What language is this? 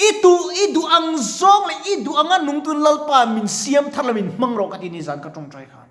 Mizo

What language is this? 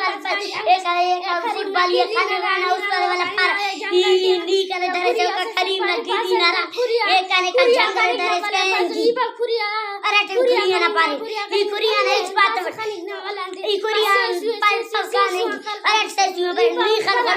Brahui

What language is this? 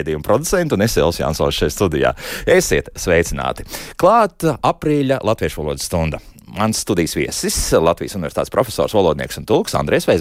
Latvian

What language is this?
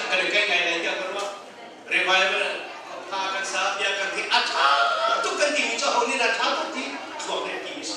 Hakha Chin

